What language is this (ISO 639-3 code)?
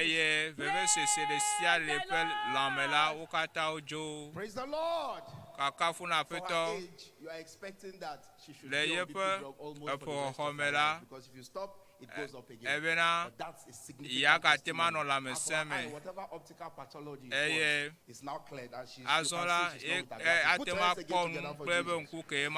ewe